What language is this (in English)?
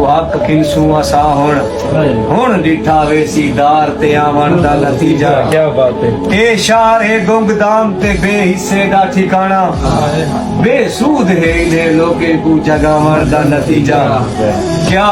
Saraiki